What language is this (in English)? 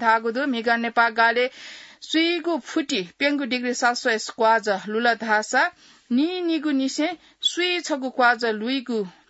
Newari